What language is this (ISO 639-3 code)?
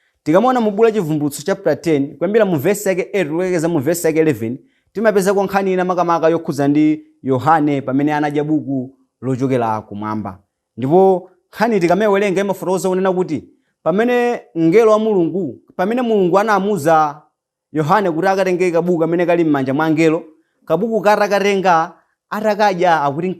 nya